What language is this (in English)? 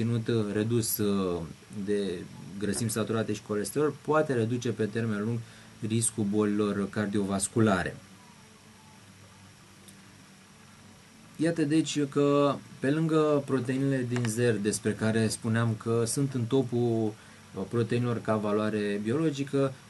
Romanian